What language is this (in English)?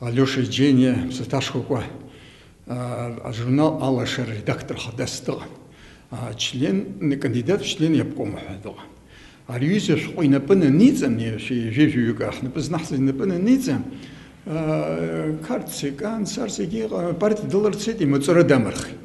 Abkhazian